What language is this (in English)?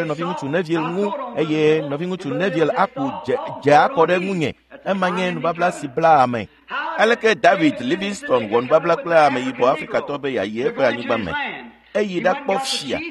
Ewe